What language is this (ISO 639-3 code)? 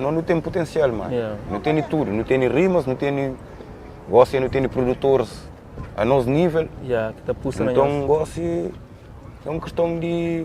kea